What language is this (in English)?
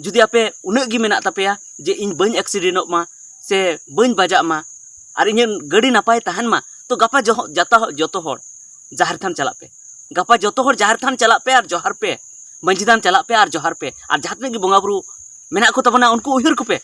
Santali